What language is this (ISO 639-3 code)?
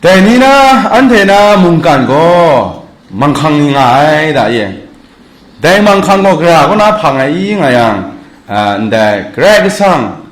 kac